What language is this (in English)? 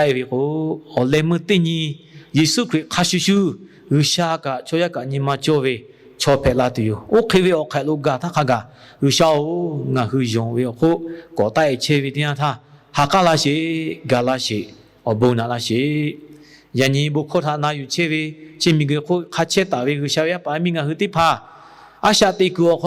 Lahu